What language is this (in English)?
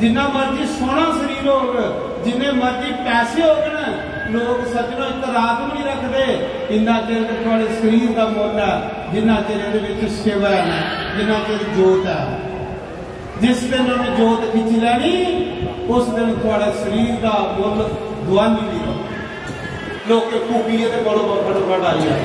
Dogri